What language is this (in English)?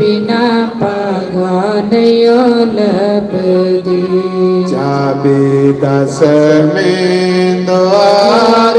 Dogri